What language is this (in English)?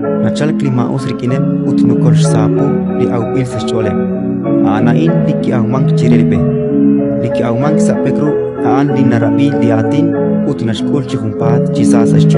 Kekchí